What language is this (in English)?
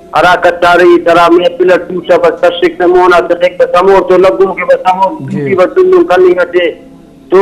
Brahui